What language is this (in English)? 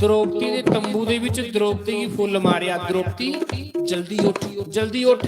Dogri